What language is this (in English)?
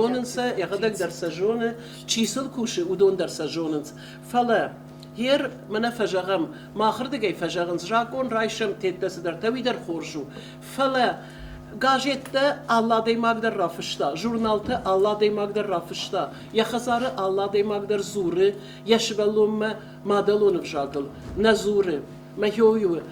Ossetic